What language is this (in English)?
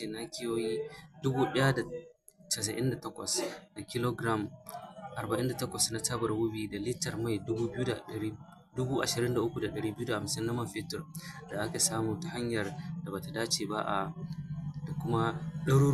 Hausa